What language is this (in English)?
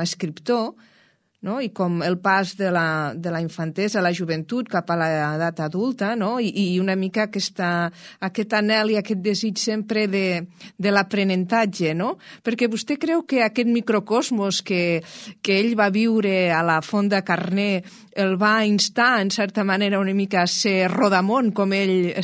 Catalan